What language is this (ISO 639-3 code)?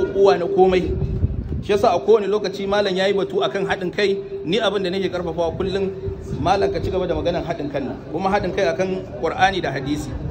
hau